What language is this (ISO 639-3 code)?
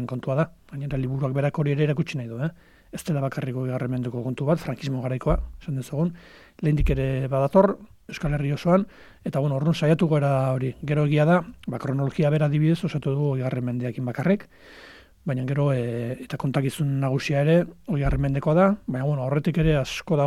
eus